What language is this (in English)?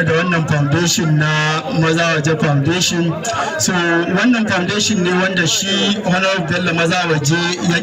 Hausa